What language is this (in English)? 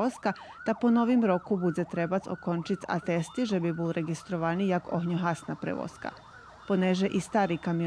Rusyn